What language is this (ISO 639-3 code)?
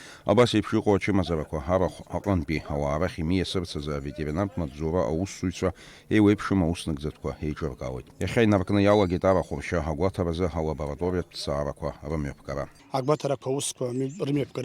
abk